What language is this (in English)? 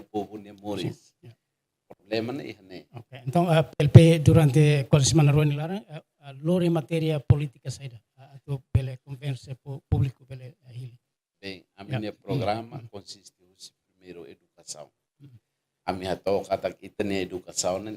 Tetum